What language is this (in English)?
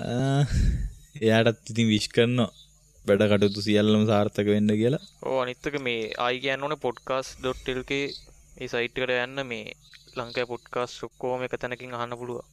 Sinhala